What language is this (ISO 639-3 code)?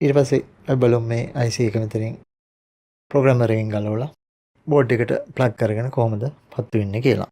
sin